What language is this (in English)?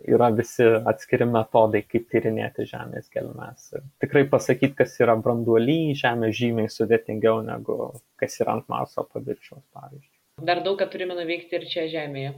Lithuanian